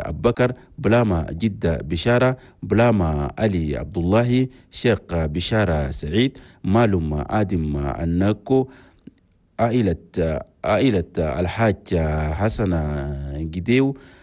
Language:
Chadian Arabic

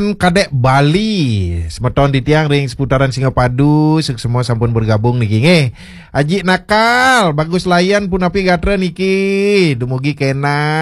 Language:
Balinese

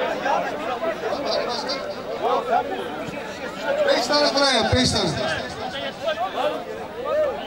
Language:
Turkish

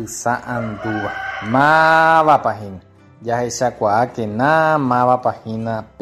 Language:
Guarani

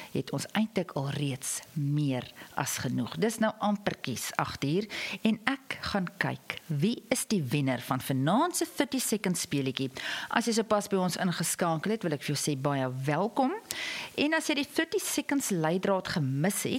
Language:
Afrikaans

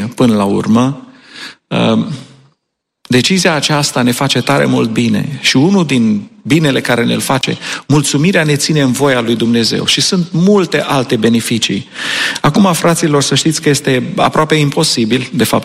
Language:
Romanian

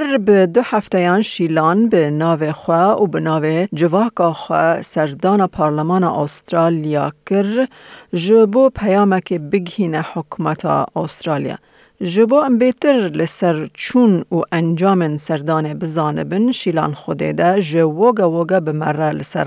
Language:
Kurdish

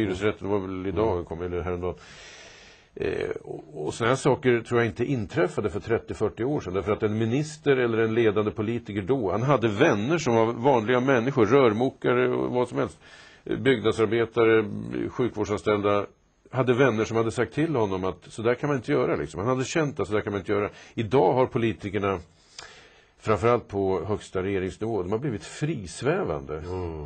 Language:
Swedish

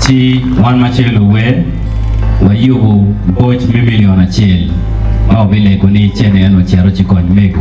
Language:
Acoli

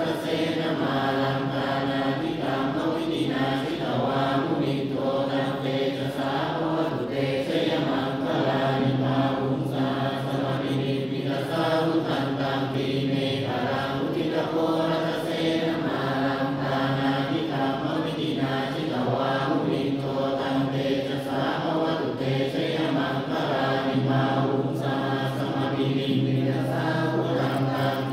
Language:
Pali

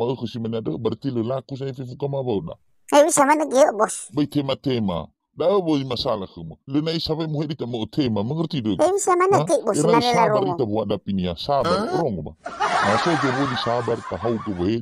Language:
Nias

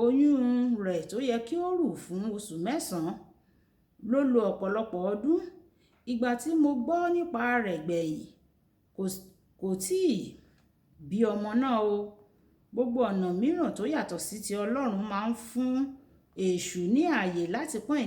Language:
Yoruba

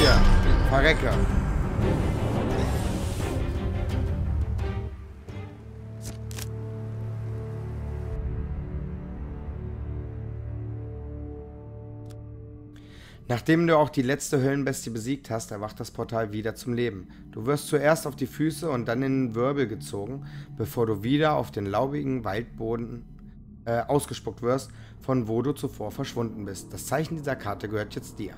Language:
German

